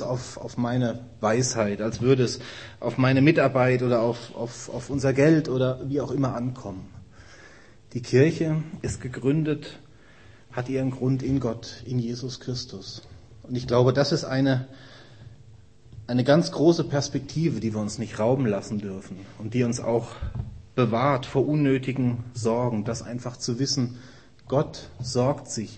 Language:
German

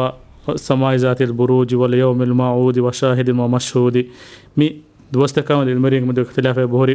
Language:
Divehi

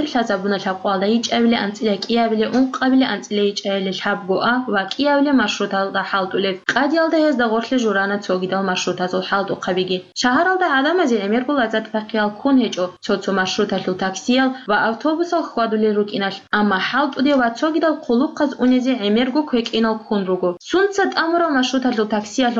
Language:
Avaric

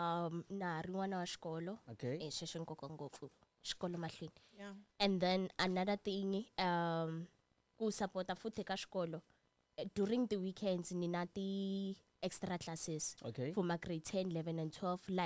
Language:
Tsonga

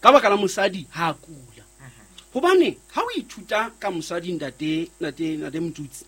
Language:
Southern Sotho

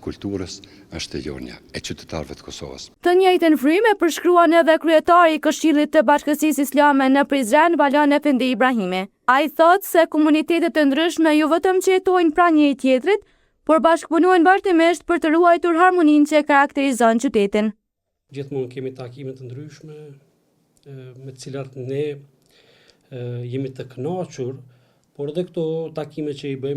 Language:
Albanian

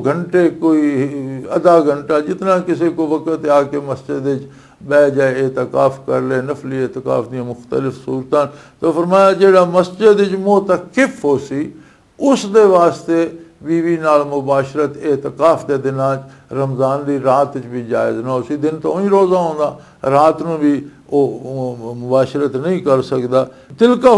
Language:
Western Panjabi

